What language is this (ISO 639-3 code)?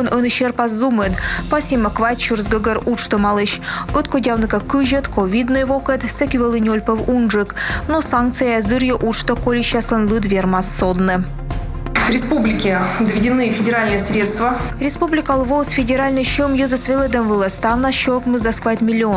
kom